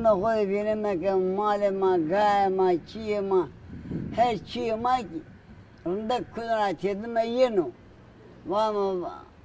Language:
Zaza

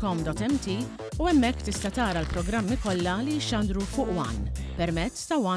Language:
Maltese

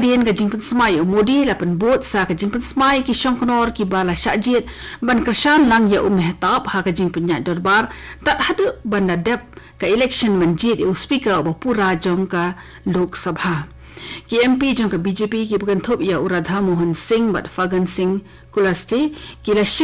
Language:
Khasi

